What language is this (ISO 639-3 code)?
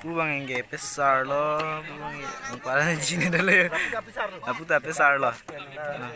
mjw